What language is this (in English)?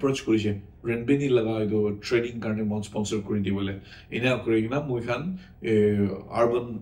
Naga Pidgin